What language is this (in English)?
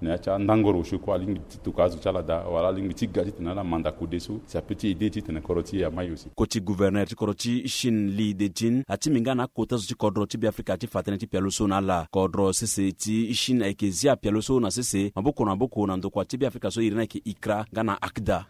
Sango